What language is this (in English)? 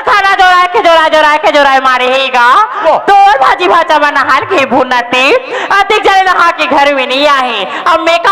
Chhattisgarhi